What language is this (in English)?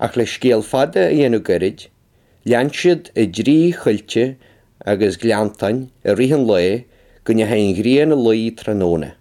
Irish